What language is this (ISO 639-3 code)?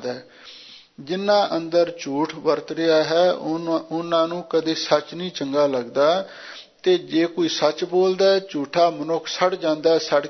pan